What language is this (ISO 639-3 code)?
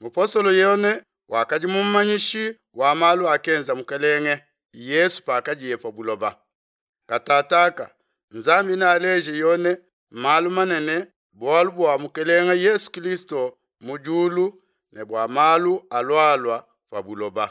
lua